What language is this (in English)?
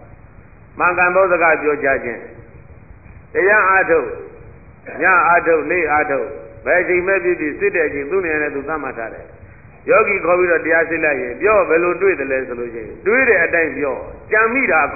Burmese